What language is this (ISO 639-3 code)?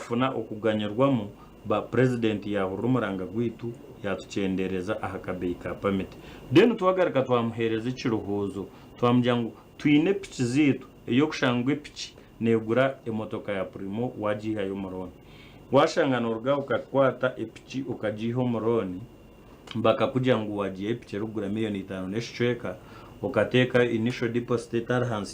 nyn